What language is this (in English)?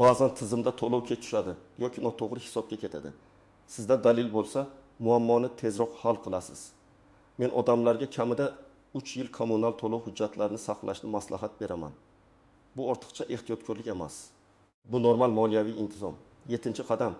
Uzbek